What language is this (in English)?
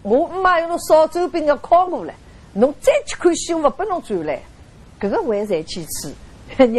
Wu Chinese